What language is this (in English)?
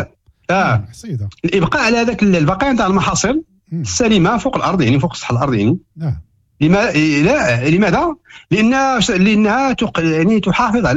Moroccan Arabic